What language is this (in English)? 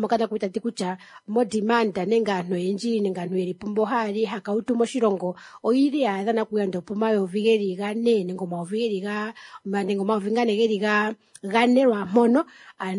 Kuanyama